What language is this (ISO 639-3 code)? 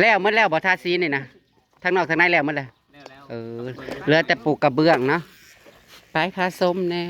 tts